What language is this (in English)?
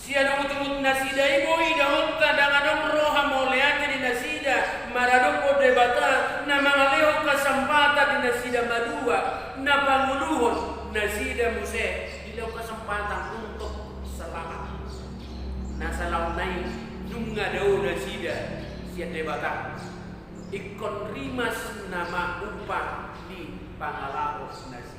Batak Toba